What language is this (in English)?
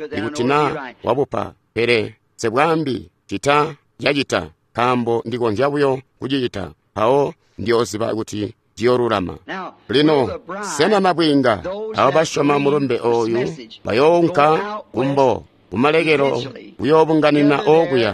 Tonga (Zambia)